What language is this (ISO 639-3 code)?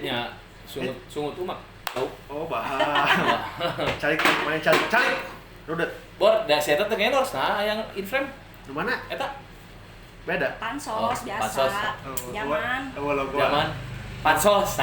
sun